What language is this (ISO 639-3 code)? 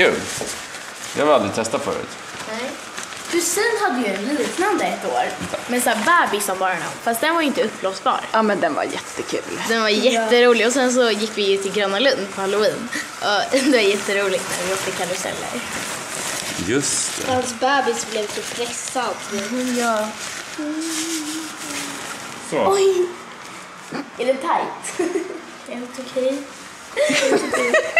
swe